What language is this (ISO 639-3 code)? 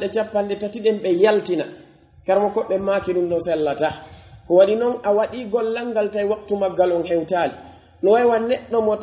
fuf